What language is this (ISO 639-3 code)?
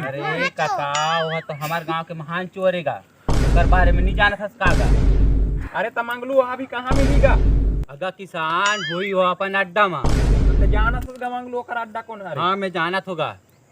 hne